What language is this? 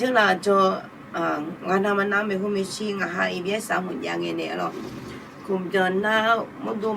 Akha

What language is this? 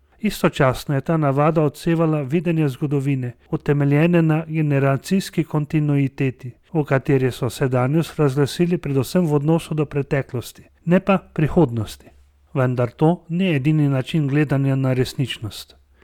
Slovenian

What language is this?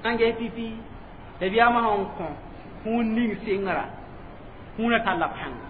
Mossi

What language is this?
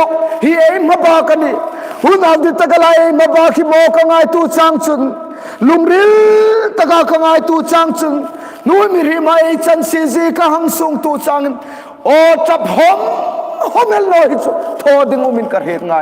Hmar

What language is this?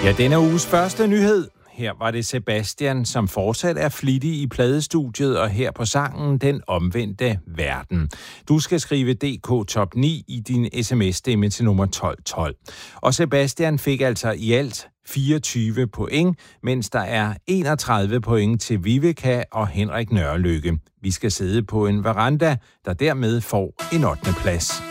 Danish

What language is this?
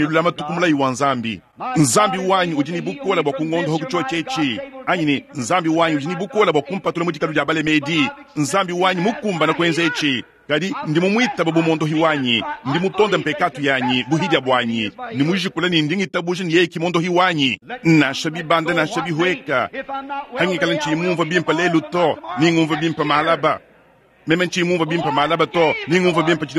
Luba-Lulua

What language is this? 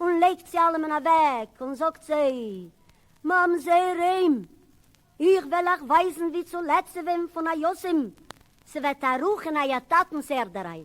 Yiddish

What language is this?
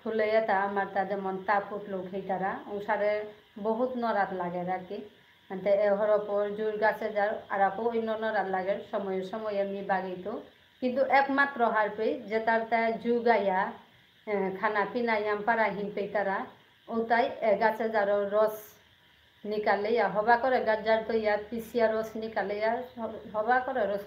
Bishnupriya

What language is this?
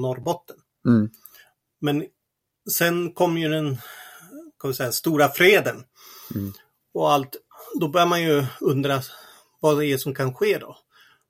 Swedish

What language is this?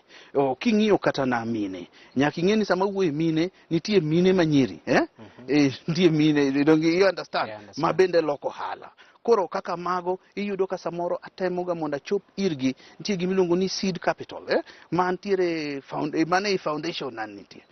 Luo (Kenya and Tanzania)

